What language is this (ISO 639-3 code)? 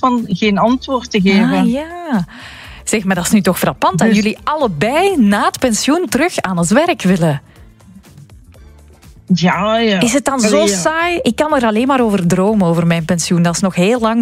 nld